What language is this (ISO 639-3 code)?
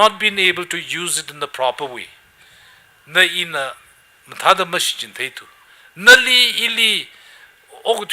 nmf